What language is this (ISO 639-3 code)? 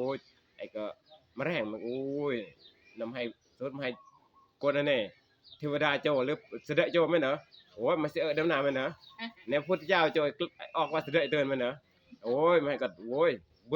tts